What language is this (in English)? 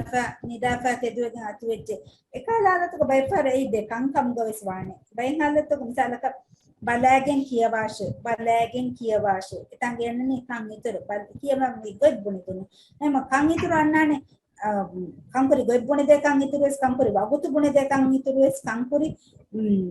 Divehi